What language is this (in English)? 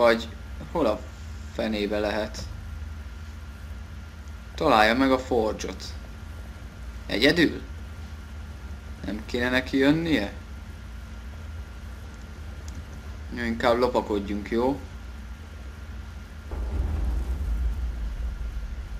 Hungarian